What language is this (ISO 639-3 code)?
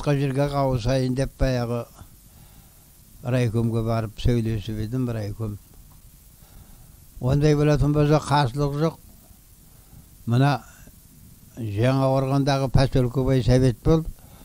kaz